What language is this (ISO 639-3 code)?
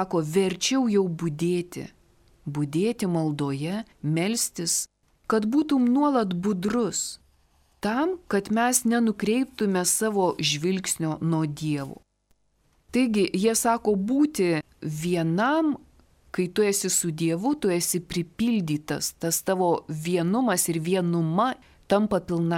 lit